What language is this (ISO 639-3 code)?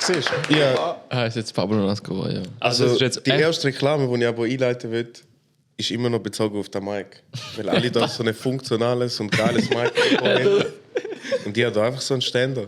gsw